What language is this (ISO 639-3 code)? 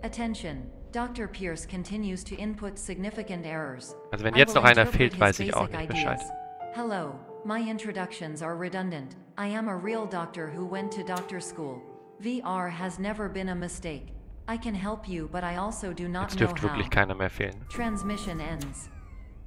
deu